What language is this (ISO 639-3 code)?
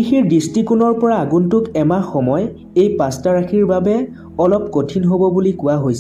asm